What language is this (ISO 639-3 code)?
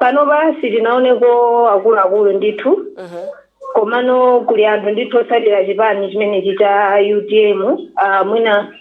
nya